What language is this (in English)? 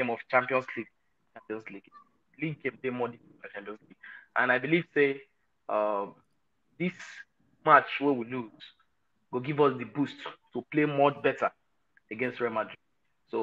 Nigerian Pidgin